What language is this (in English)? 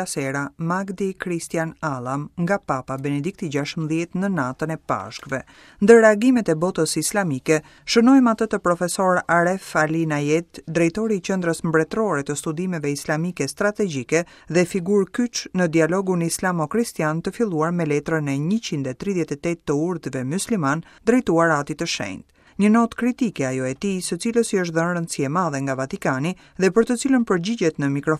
Albanian